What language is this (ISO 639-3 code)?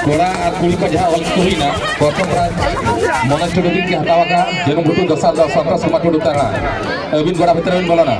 sat